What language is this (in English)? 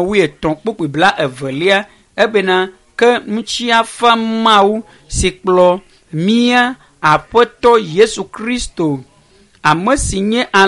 Ewe